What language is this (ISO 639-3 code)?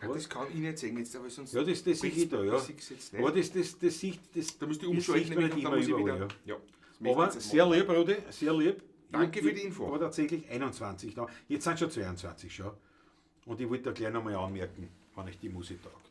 bar